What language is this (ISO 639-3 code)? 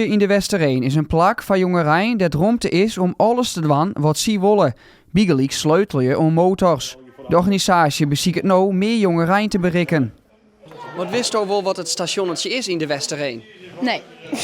fry